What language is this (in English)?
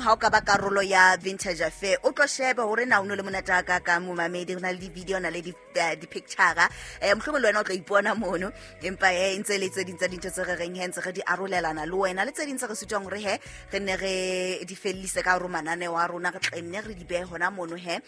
Southern Sotho